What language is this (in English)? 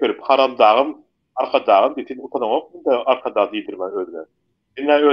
Turkmen